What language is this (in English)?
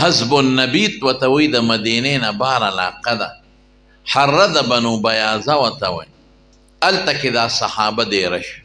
Pashto